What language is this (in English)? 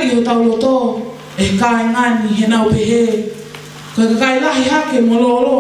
Tongan